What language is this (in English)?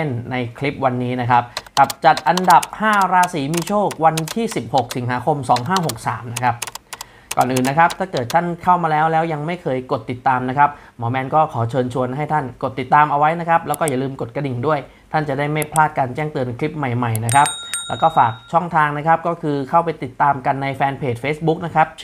Thai